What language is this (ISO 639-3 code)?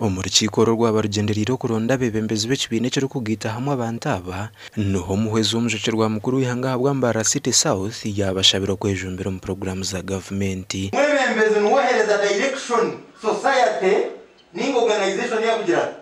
nyn